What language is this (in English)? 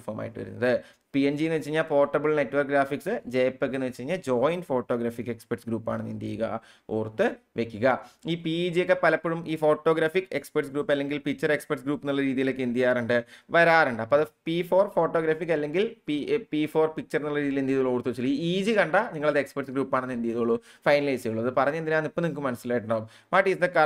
Malayalam